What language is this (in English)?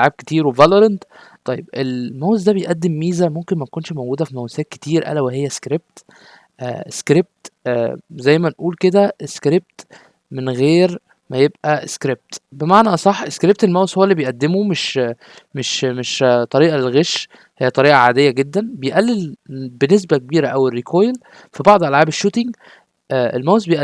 Egyptian Arabic